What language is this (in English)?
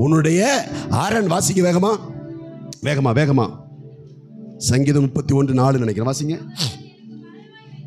Tamil